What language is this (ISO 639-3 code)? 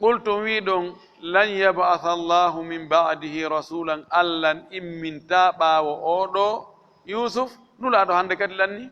ful